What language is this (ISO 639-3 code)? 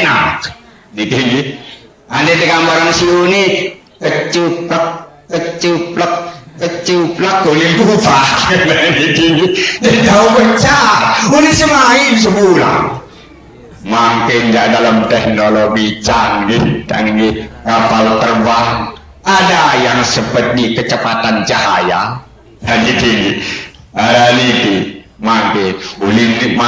sas